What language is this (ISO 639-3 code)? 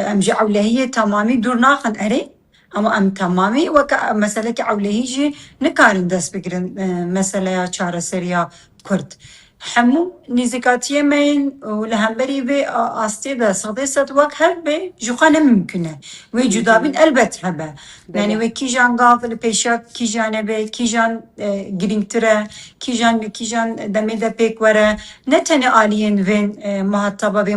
kur